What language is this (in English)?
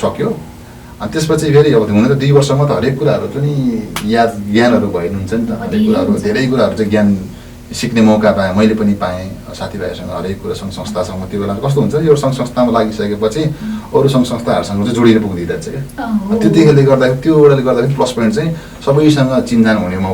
Nepali